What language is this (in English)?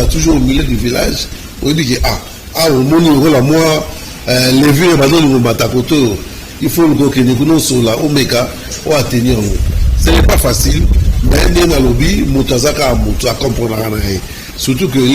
Lingala